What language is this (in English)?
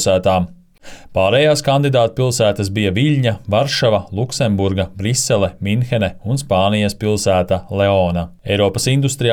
Latvian